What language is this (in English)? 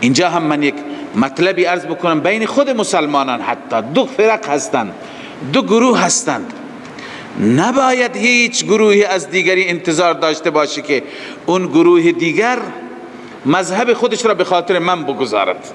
Persian